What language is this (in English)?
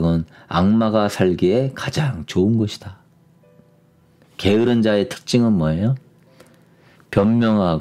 Korean